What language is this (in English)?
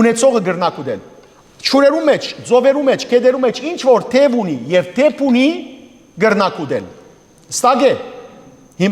Western Armenian